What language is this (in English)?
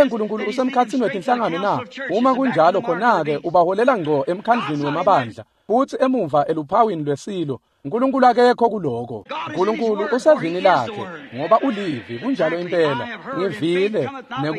Swati